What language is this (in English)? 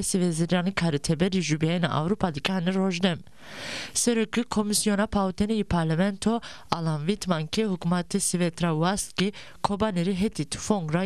Zaza